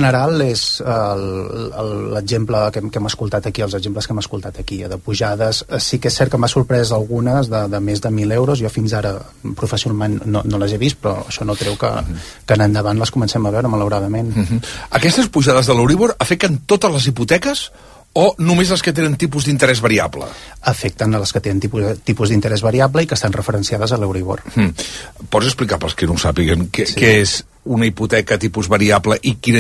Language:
Catalan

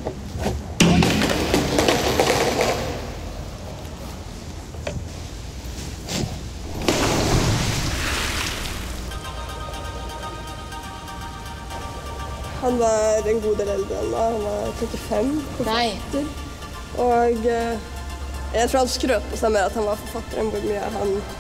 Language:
Norwegian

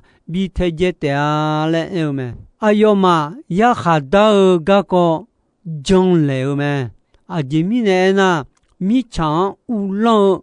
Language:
Akha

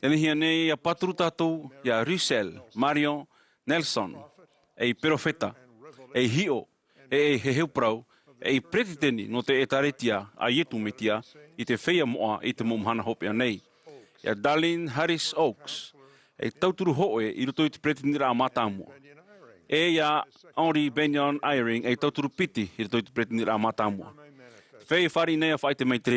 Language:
Tahitian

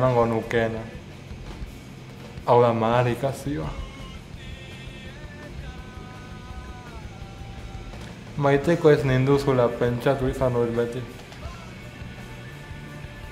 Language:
Basque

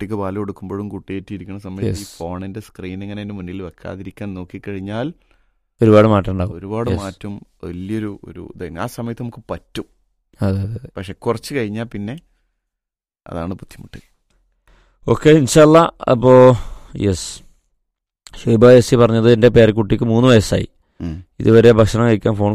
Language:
Malayalam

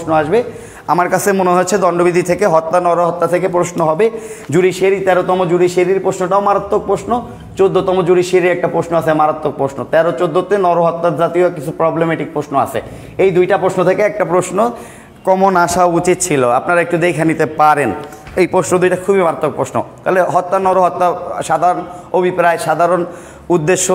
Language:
Bangla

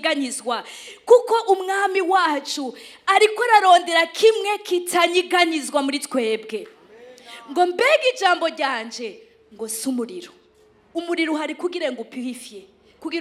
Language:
Rundi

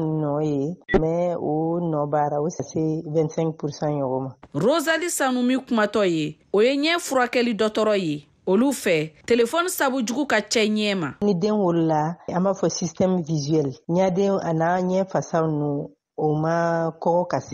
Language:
Bambara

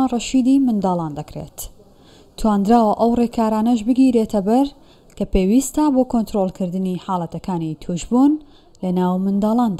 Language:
Central Kurdish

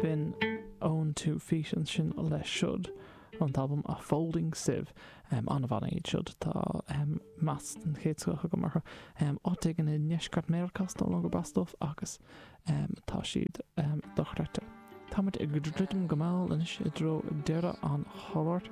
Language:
Irish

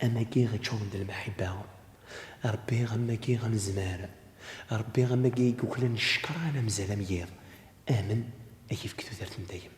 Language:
Kabyle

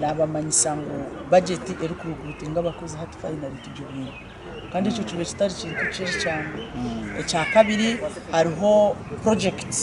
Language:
Nyankole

